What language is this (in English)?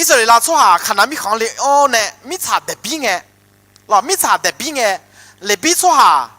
Akha